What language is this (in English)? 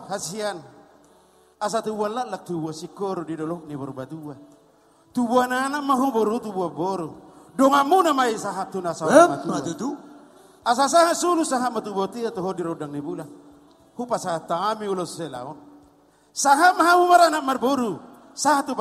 Batak Toba